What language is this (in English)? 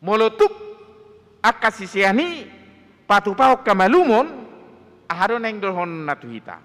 Batak Toba